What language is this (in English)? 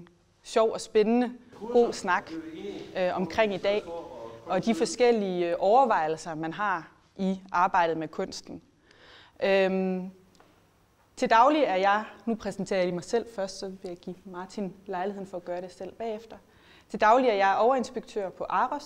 Danish